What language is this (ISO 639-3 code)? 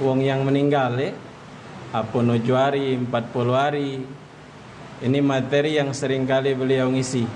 mui